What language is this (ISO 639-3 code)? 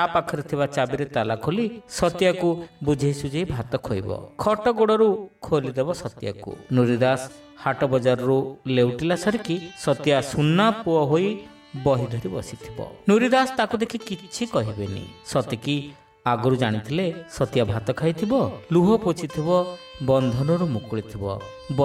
ori